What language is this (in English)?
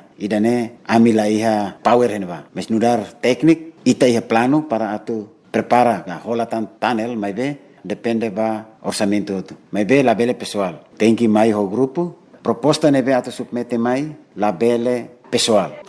Tetum